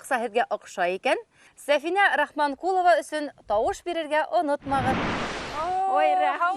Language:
Bashkir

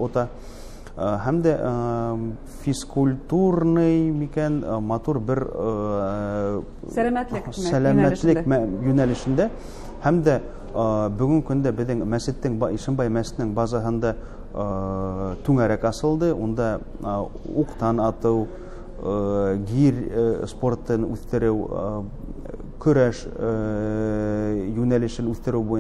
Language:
Bashkir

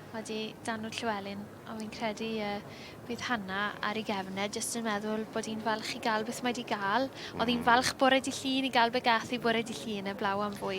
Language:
Welsh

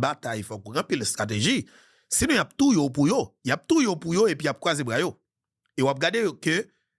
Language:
Haitian Creole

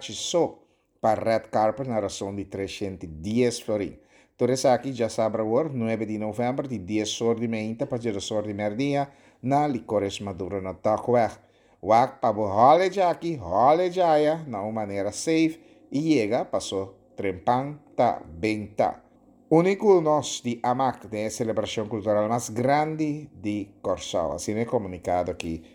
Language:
Papiamento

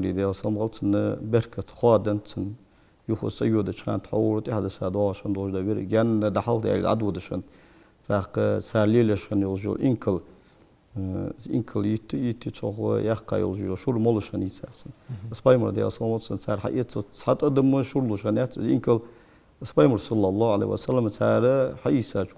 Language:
Ingush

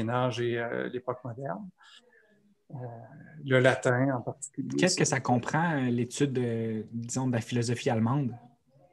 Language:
French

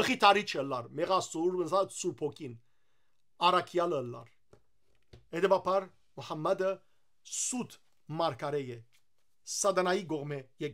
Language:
Western Armenian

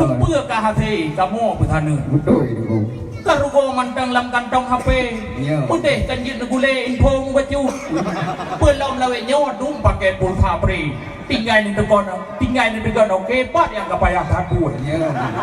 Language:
Achinese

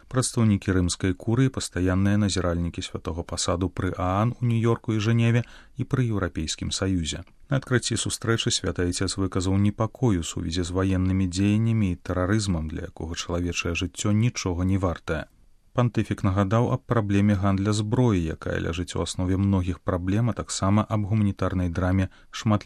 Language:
Belarusian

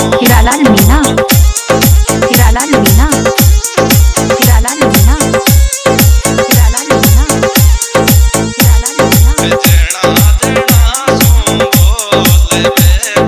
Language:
Rajasthani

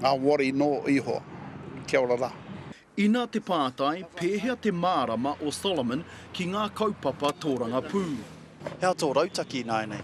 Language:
Māori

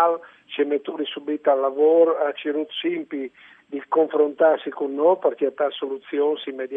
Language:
Friulian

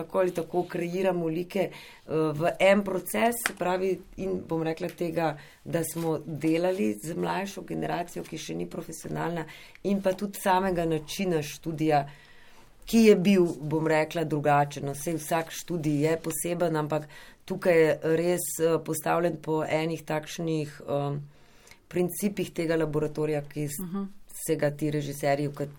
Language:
Slovenian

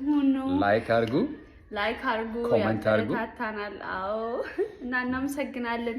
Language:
Amharic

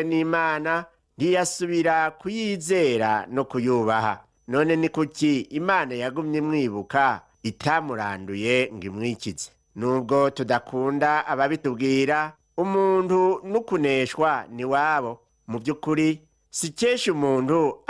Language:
Rundi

